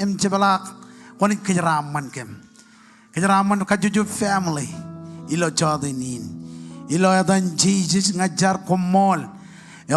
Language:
Marshallese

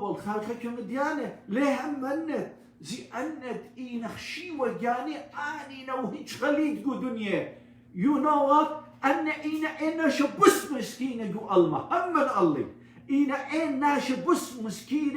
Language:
Assyrian Neo-Aramaic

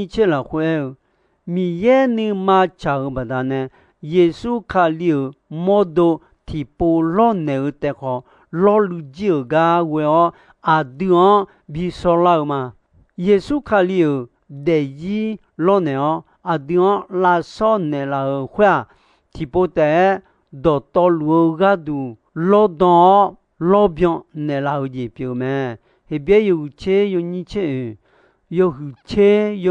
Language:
Akha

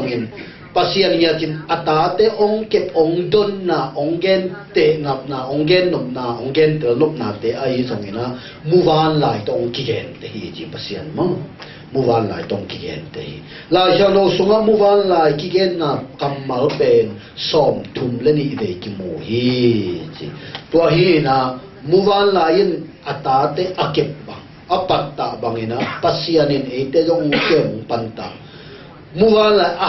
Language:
Tedim Chin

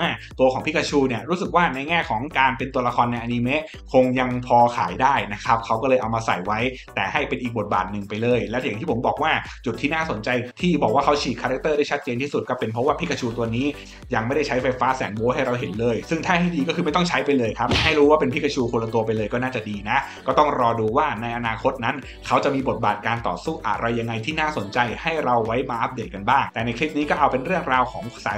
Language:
Thai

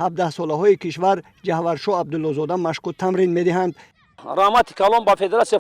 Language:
Tajik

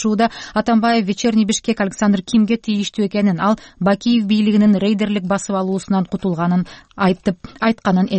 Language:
Kyrgyz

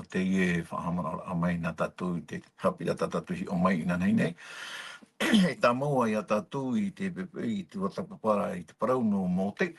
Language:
Tahitian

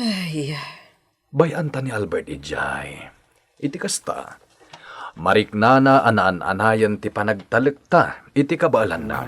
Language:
Iloko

